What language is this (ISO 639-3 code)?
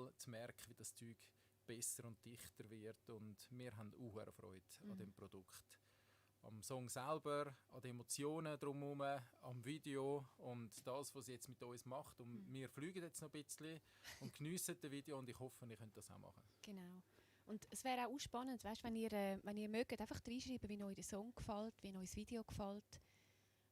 gsw